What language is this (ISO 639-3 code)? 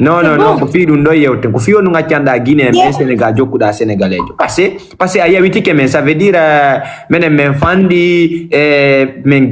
ful